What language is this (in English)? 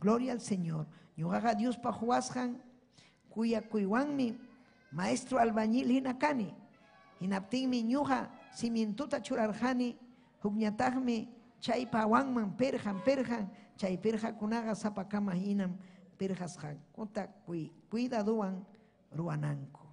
Ayacucho Quechua